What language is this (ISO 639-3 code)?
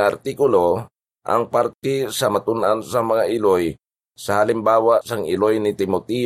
hil